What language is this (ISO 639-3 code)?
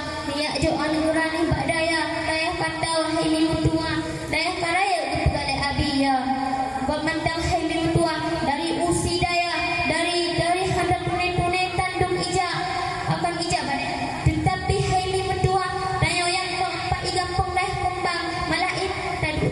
ace